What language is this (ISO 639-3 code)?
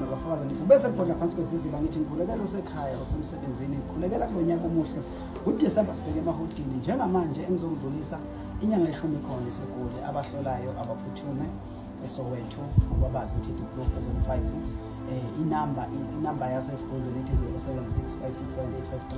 zul